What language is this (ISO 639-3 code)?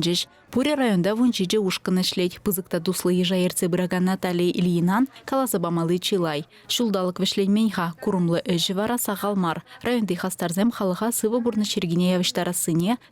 chv